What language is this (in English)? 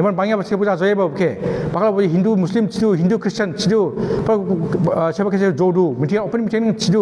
Dimasa